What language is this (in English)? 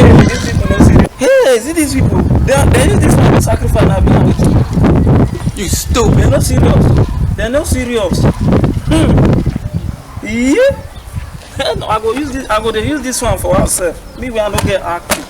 Nigerian Pidgin